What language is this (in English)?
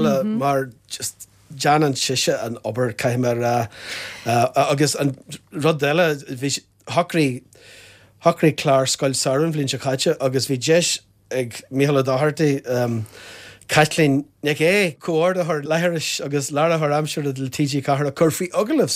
Irish